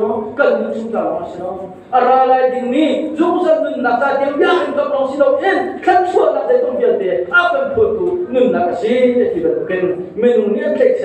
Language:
Hakha Chin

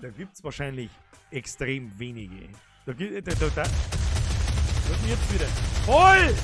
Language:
Bavarian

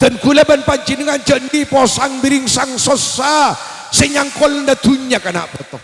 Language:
Madurese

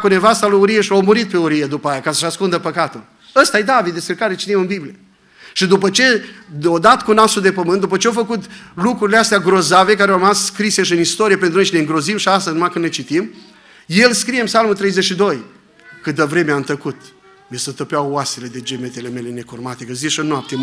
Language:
Romanian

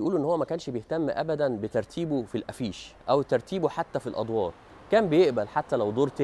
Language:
Egyptian Arabic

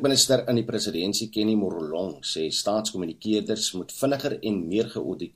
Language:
Afrikaans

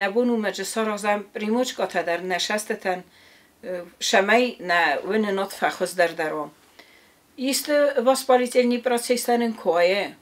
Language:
Ossetic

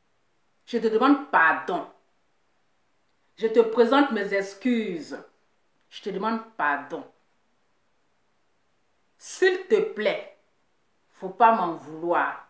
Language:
French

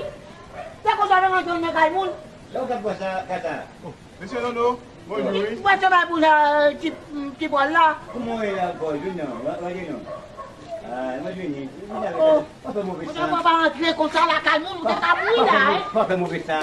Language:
Haitian Creole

